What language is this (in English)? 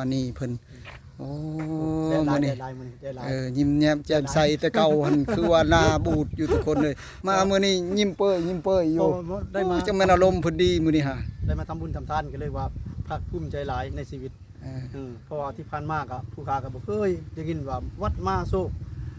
Northeastern Thai